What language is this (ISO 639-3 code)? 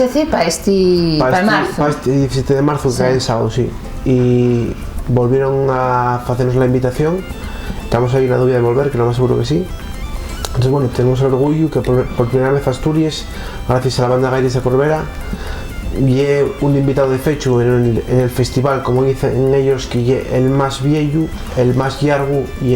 ast